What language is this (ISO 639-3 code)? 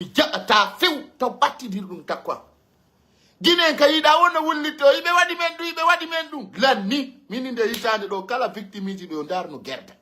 fuf